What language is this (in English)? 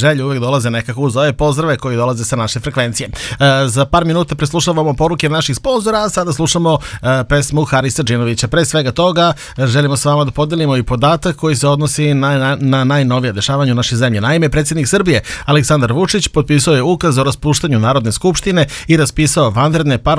Serbian